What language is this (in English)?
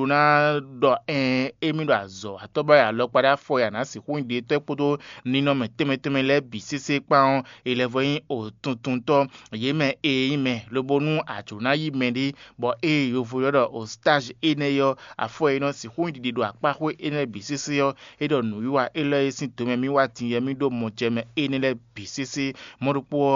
Fon